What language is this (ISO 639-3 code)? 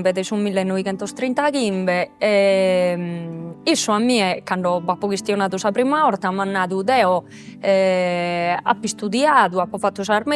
srd